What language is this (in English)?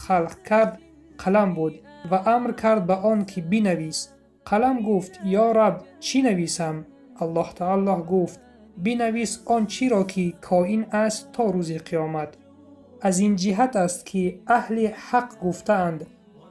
Tajik